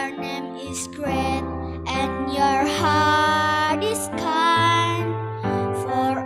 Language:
Batak Simalungun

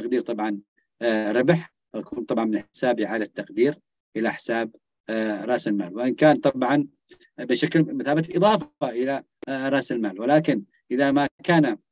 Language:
Arabic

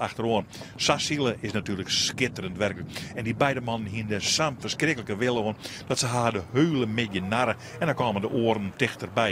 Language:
Western Frisian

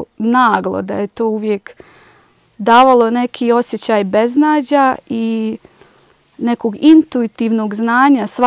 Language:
Bosnian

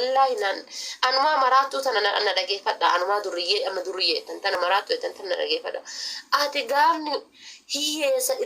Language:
Oromo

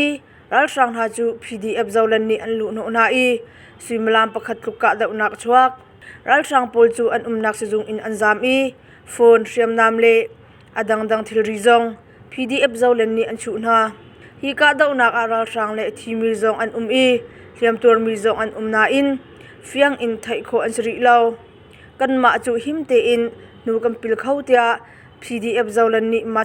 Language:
Hakha Chin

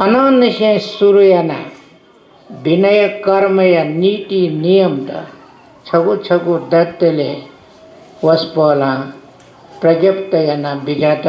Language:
Newari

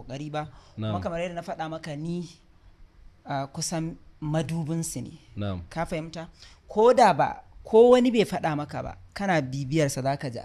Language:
Hausa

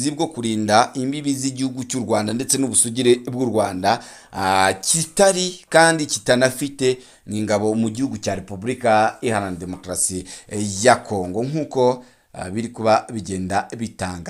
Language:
Kinyarwanda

